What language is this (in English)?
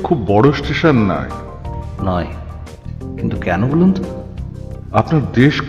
Bangla